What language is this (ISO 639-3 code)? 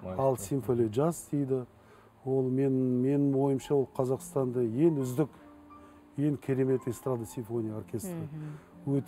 kaz